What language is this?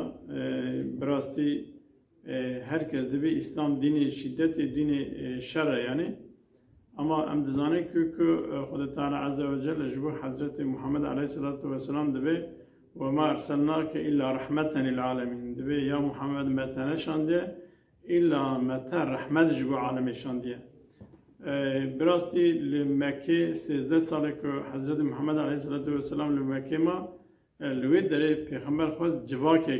Kurdish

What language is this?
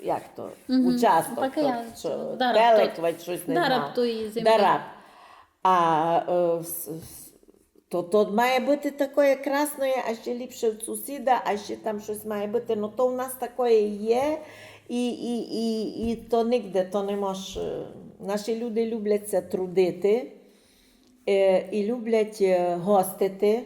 Rusyn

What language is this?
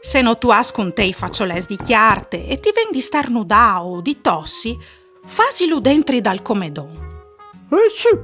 Friulian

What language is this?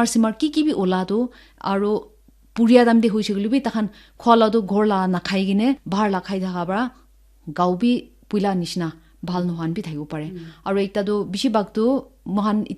Naga Pidgin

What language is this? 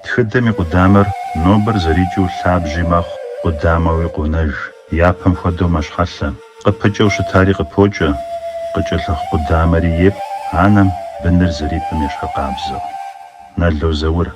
Kabardian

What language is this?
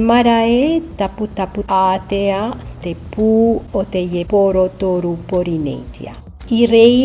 Tahitian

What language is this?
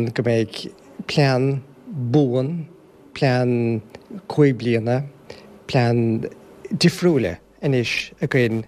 Irish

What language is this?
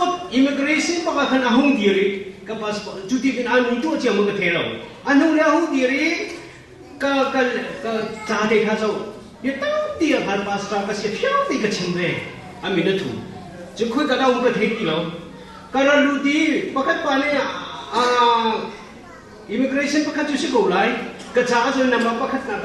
Hakha Chin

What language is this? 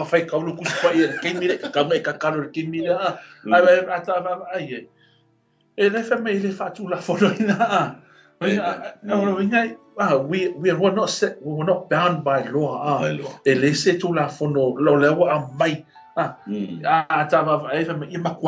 Samoan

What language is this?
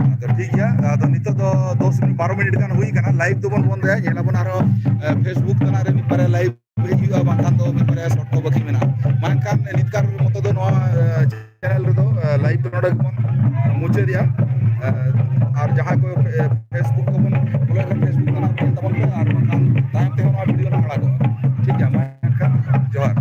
Santali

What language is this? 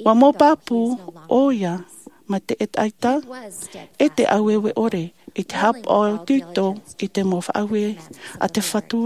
Tahitian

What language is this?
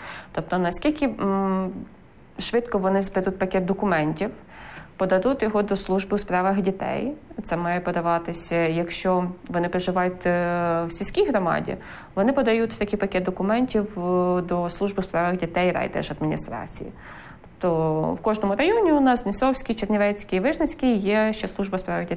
Ukrainian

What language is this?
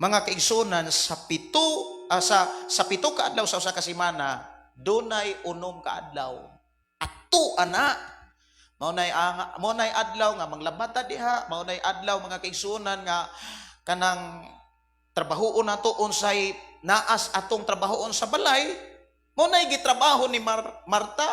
Cebuano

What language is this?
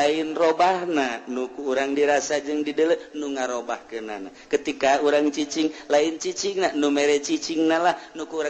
Sundanese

